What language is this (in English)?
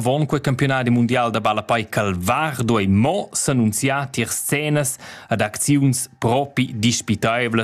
Romansh